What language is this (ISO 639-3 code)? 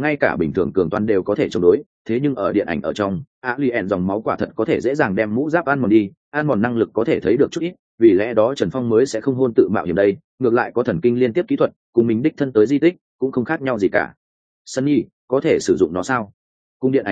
vie